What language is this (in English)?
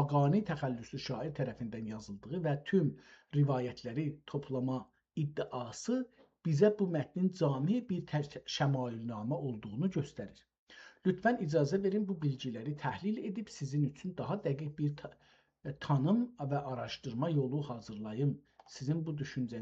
South Azerbaijani